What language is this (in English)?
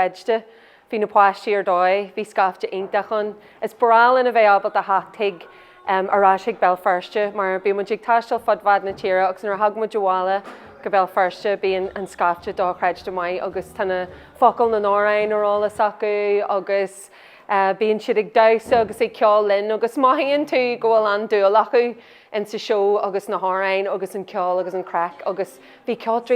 Irish